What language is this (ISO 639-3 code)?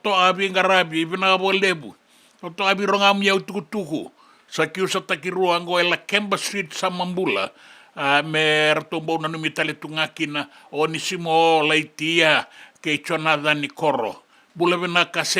fij